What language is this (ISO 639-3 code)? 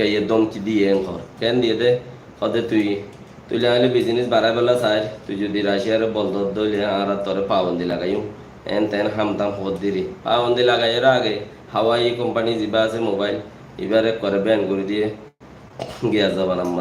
rhg